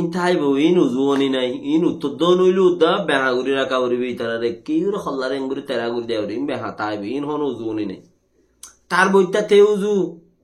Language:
Rohingya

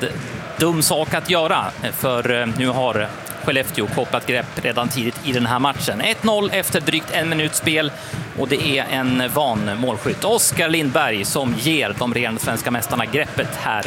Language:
Swedish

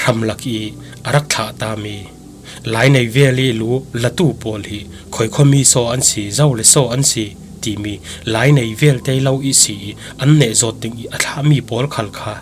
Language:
Falam Chin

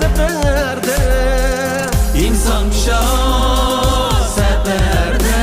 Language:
Uyghur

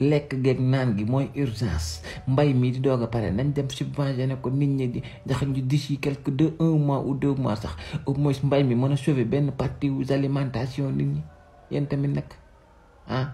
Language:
Wolof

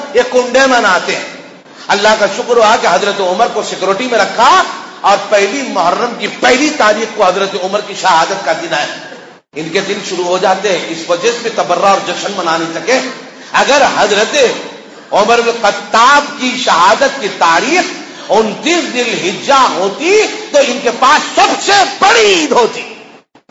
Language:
Urdu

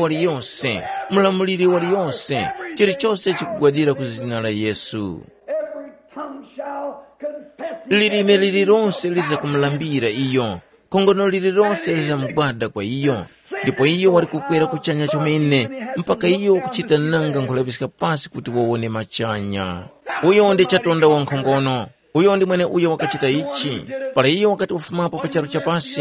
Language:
Tumbuka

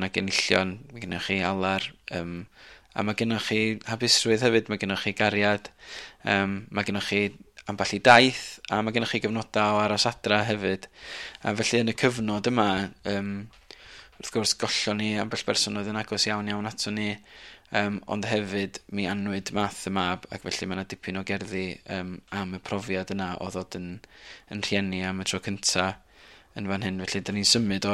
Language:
Welsh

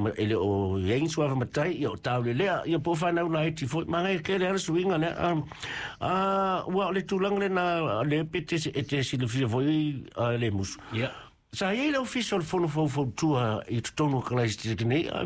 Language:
Samoan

